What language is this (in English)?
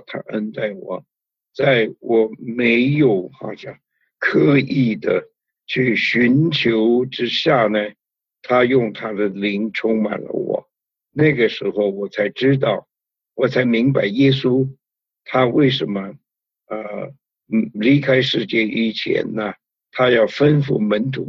Chinese